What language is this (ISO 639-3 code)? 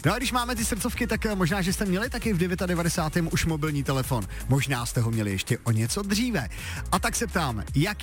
ces